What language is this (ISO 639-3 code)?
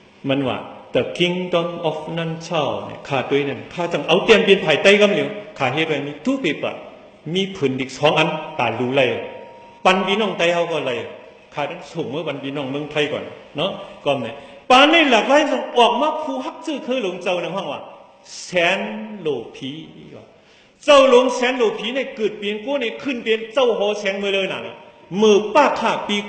shn